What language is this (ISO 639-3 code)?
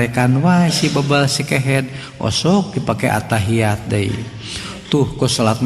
sun